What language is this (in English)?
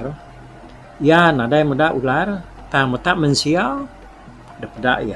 Iban